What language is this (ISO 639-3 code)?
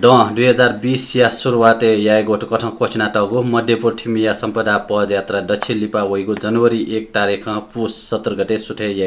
new